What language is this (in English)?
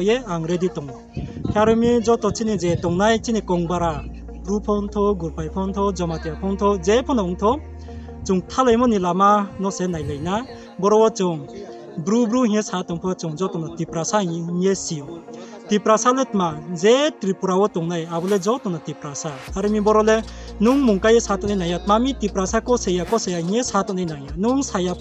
Riang (India)